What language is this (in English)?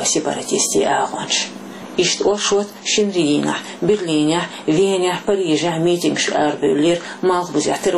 Chechen